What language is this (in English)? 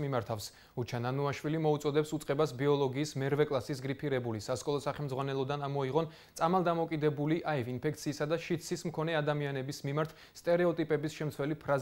Georgian